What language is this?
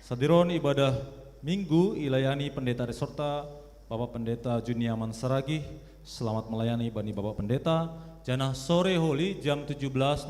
Batak Simalungun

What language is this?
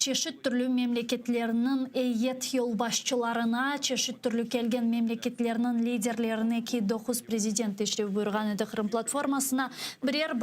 Crimean Tatar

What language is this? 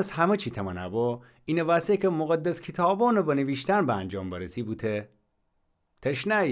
Gilaki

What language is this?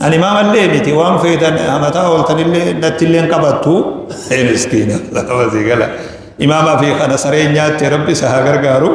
Oromo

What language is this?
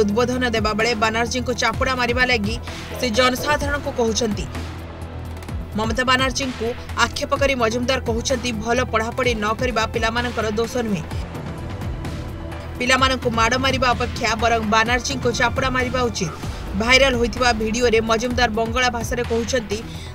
Odia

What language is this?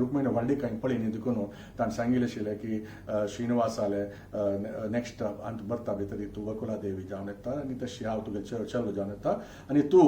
Konkani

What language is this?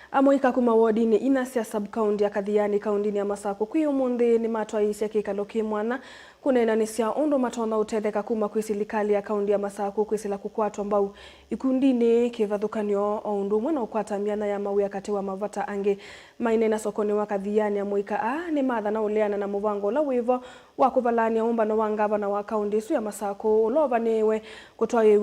Kamba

